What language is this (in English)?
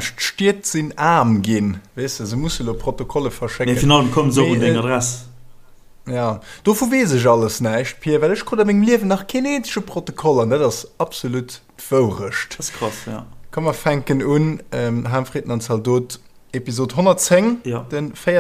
Luxembourgish